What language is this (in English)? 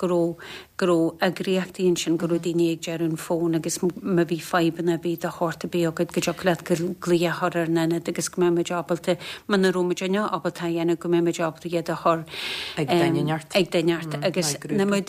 Irish